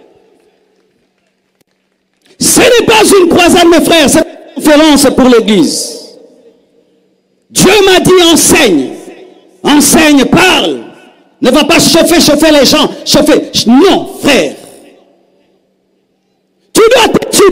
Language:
French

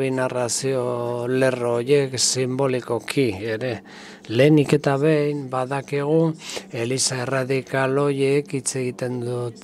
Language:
Basque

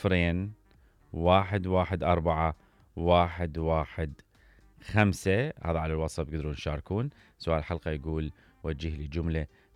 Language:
Mesopotamian Arabic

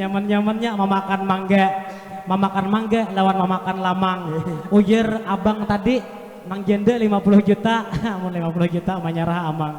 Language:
Banjar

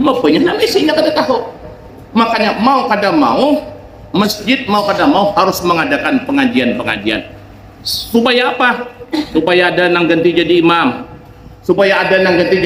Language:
Banjar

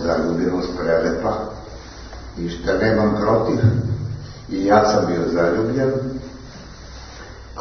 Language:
Serbian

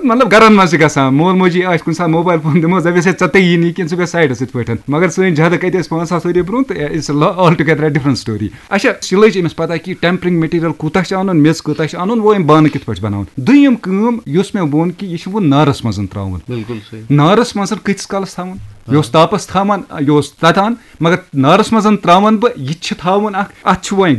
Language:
Kashmiri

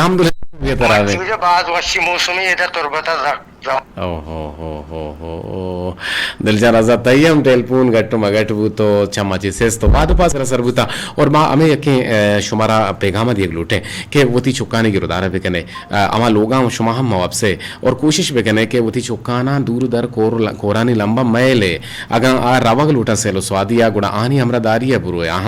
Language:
Eastern Balochi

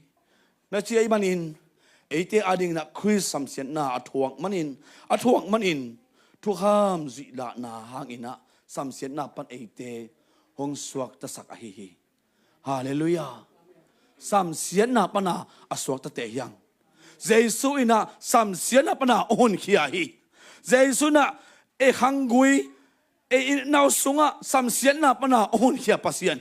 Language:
Tedim Chin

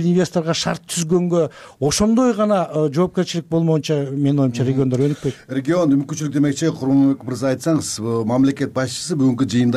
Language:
Kyrgyz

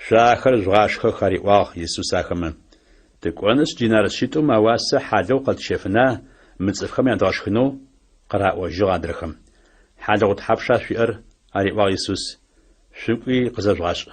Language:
Adyghe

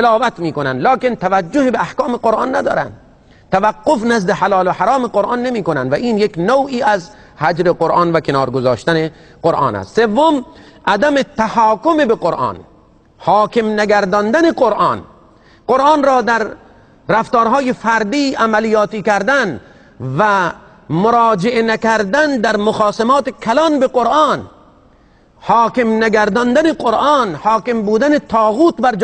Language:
Persian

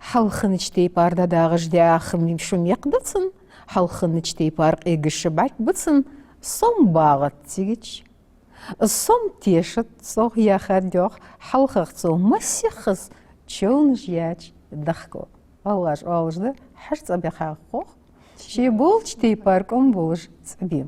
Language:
Ingush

